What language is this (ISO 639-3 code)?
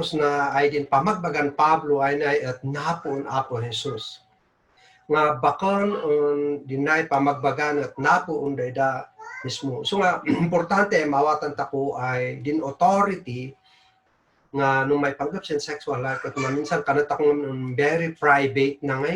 kne